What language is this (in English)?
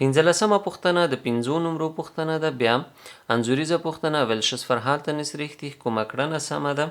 Pashto